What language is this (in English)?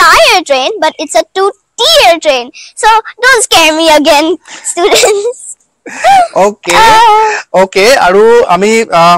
Assamese